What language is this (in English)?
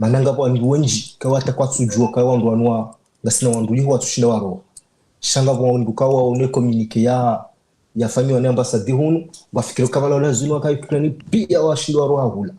Ngazidja Comorian